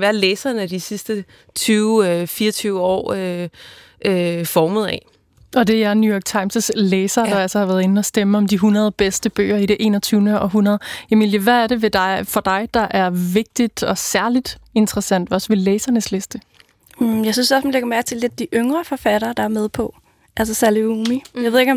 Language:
Danish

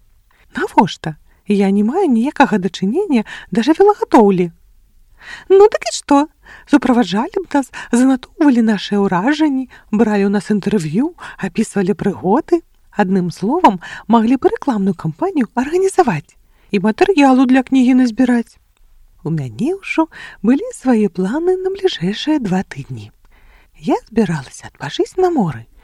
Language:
Belarusian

